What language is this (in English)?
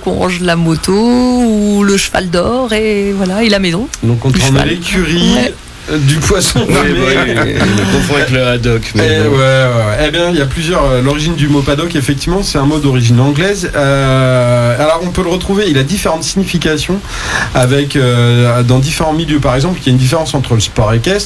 French